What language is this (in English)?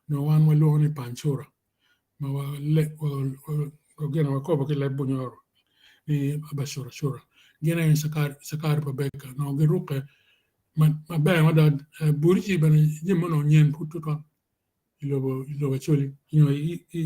Acoli